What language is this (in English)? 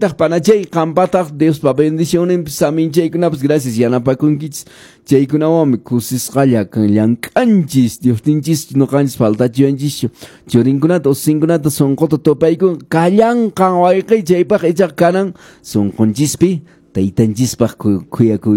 Quechua